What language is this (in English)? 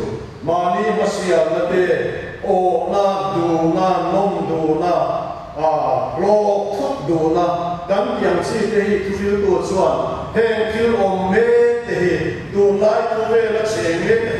Mizo